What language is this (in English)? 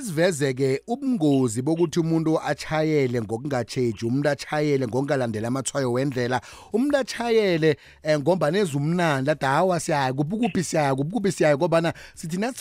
South Ndebele